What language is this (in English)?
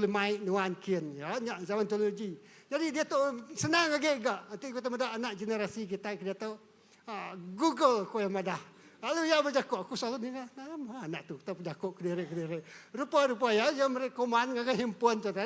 Iban